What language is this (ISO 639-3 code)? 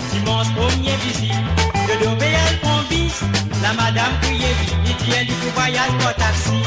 mfe